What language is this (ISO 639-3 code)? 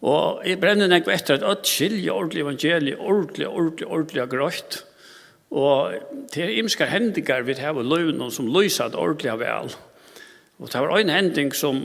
fao